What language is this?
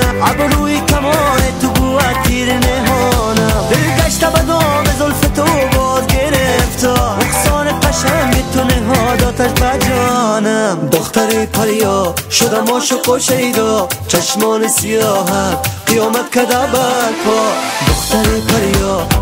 Persian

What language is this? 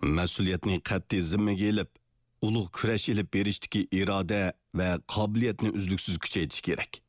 Uyghur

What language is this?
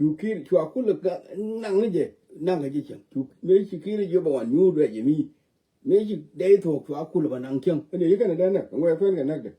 Nuer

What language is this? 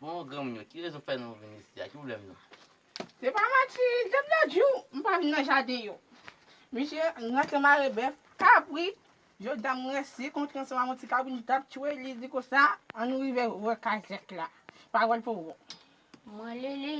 Haitian Creole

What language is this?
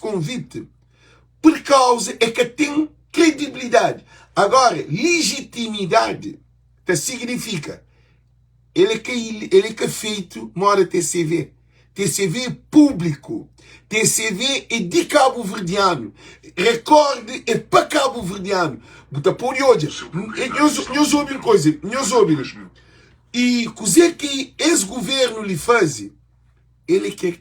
Kabuverdianu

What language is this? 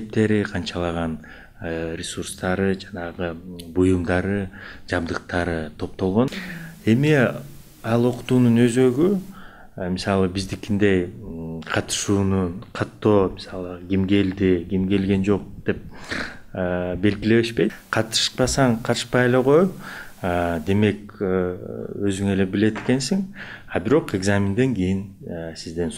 Kyrgyz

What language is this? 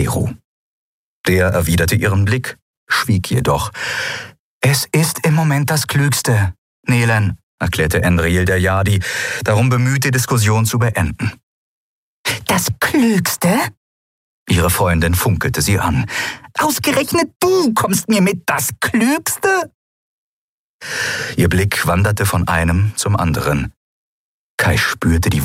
German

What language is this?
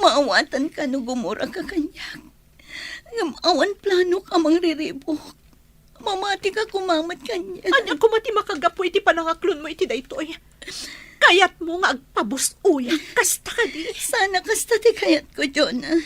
Iloko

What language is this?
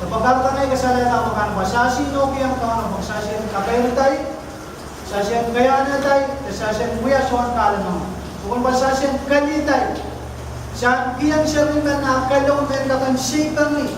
Pohnpeian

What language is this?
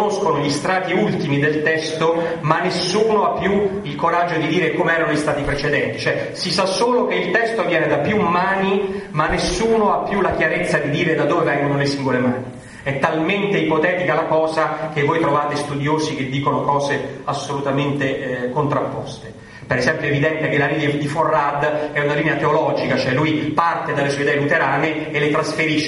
Italian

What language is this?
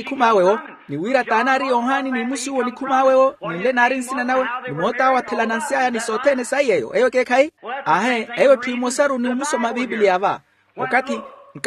Makhuwa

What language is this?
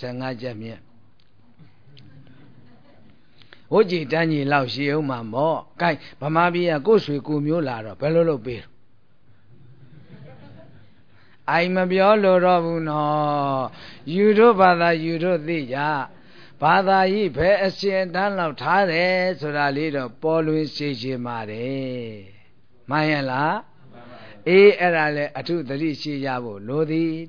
Burmese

